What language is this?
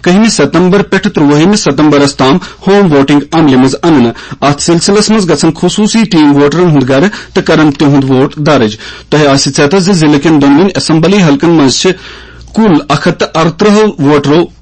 Kashmiri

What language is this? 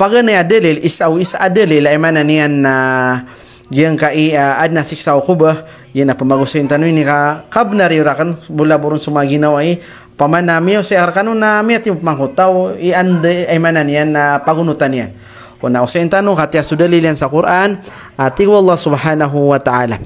Maranao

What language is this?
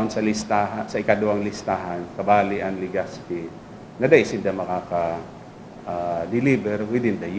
Bikol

